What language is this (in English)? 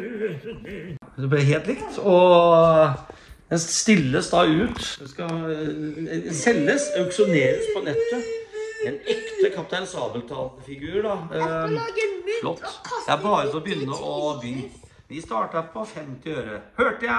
Norwegian